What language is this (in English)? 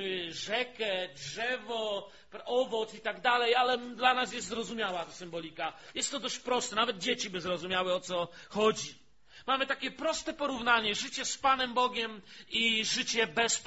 Polish